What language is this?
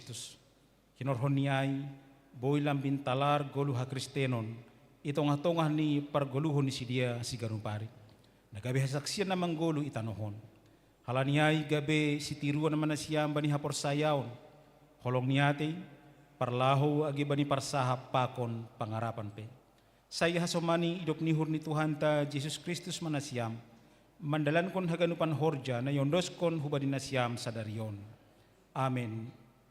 Batak Simalungun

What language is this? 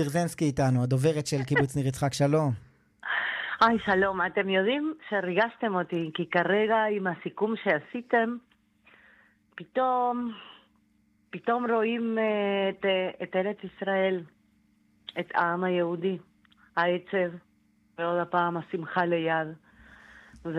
Hebrew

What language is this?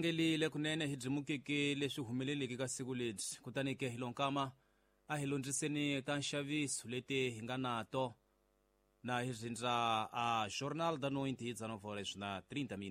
Tsonga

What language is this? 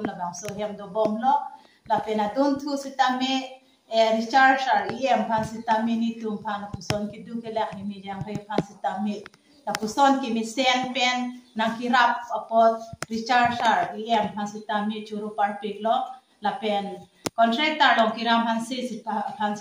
Karbi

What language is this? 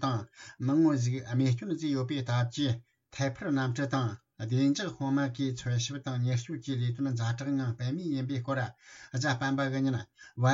Tibetan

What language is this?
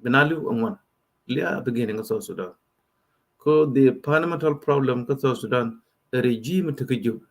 Nuer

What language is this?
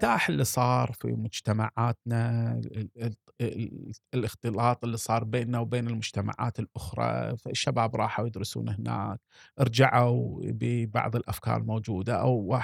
Gulf Arabic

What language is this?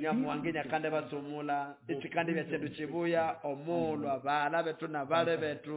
Nande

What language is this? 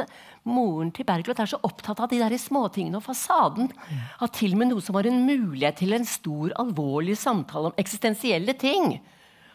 Norwegian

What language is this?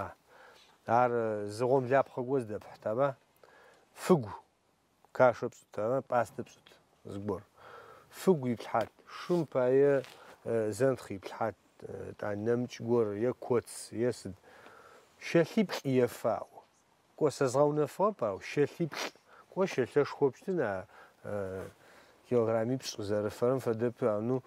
Adyghe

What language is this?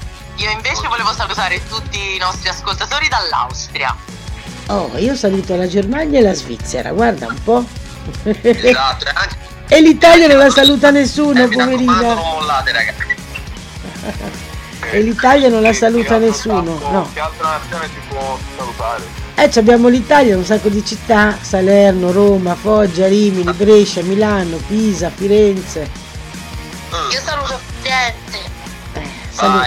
Italian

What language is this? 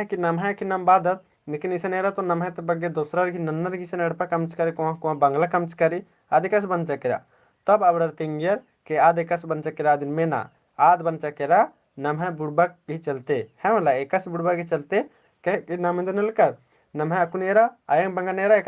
Kurukh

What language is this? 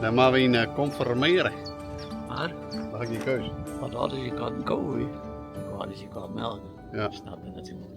Western Frisian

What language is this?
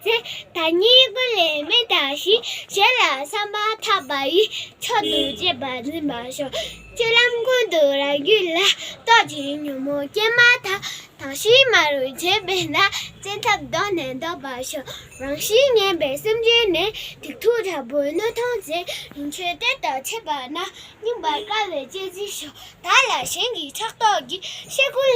Tibetan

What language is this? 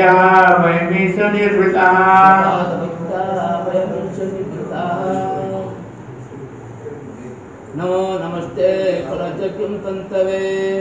Odia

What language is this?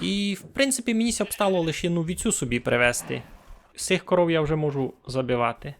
Rusyn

